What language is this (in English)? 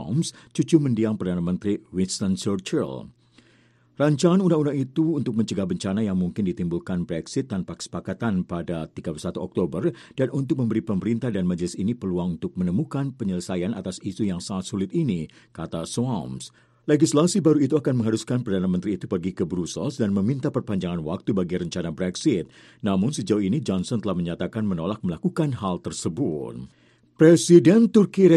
Indonesian